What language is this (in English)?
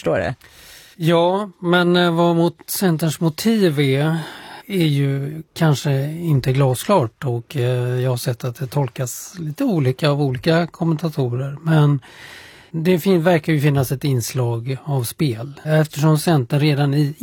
Swedish